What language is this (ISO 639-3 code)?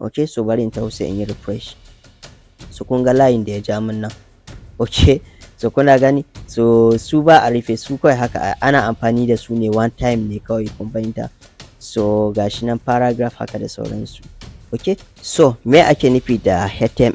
hau